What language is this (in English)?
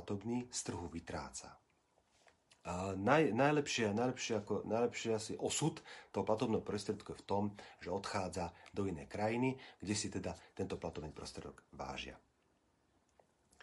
Slovak